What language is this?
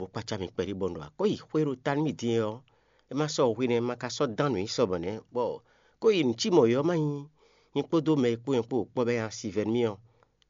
Fon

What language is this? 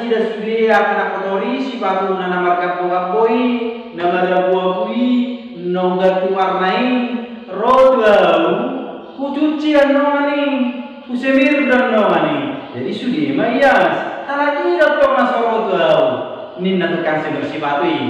Batak Toba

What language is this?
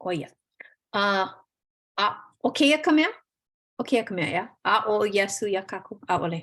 Hawaiian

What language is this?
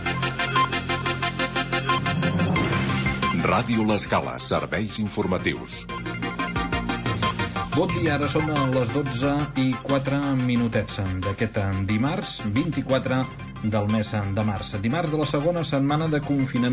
Catalan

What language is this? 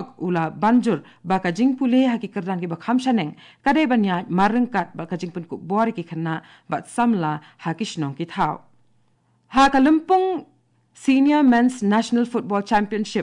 Khasi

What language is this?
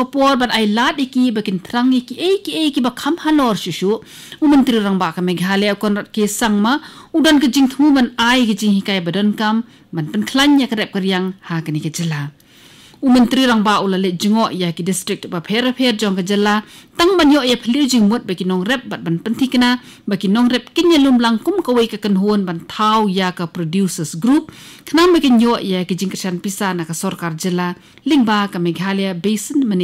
Khasi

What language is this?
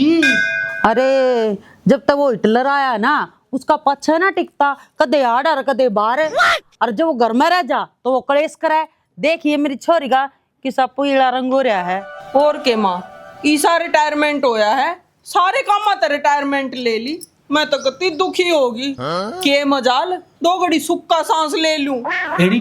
Haryanvi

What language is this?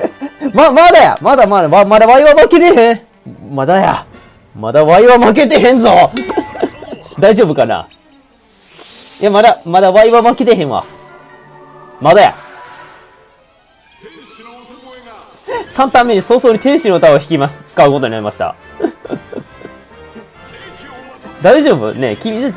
Japanese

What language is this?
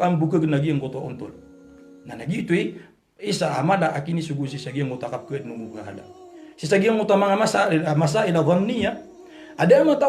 Maranao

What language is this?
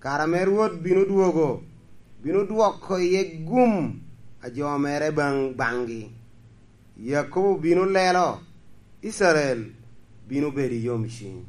Lango (Uganda)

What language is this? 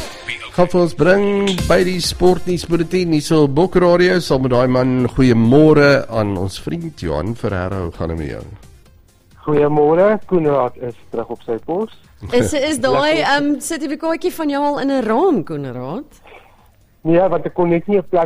Afrikaans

